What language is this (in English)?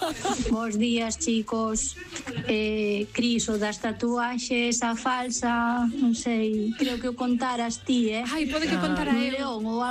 Galician